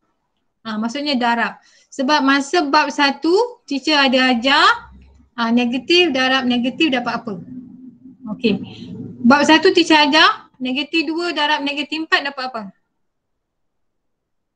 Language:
Malay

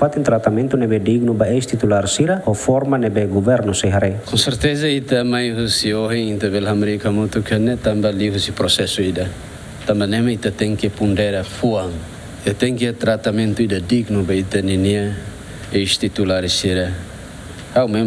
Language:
Tetum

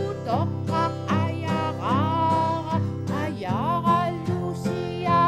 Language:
Kalaallisut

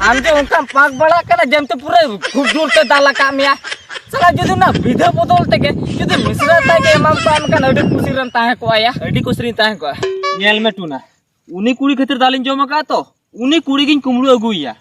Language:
Santali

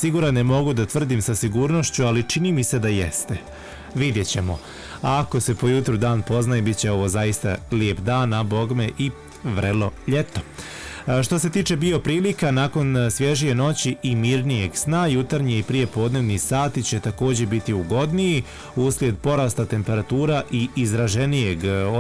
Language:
Bosnian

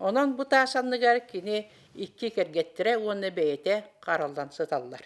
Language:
Yakut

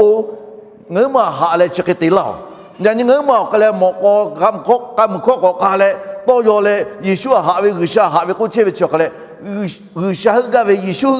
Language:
Lahu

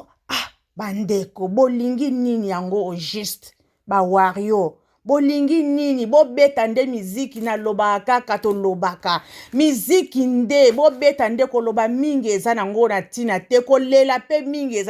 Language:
Lingala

